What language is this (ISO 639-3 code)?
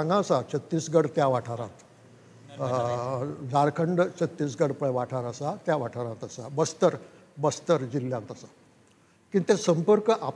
kok